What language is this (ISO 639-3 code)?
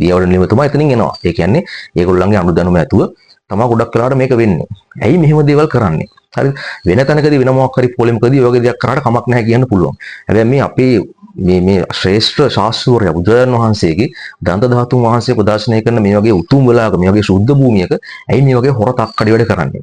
sin